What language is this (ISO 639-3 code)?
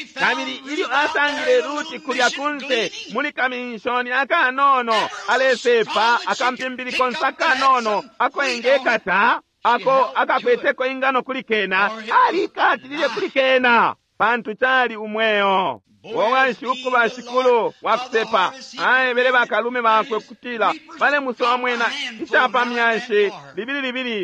bem